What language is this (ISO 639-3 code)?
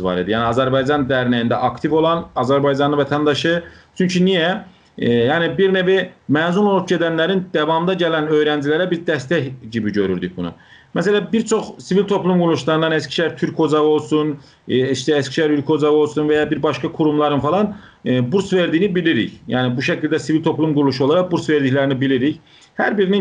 azb